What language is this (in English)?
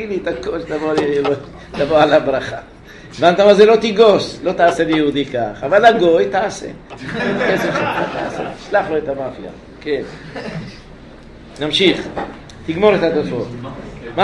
Hebrew